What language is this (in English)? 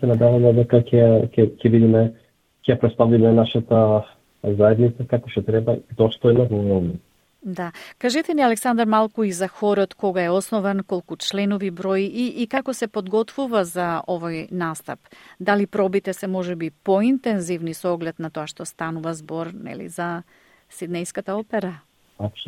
Macedonian